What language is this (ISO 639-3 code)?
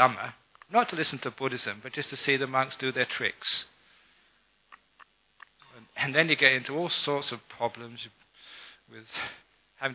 eng